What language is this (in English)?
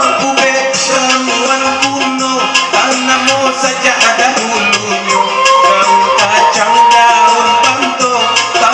Minangkabau